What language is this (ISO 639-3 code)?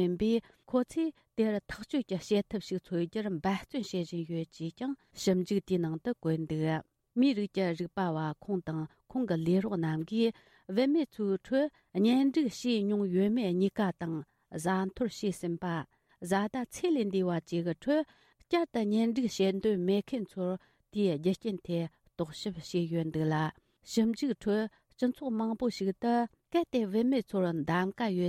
bod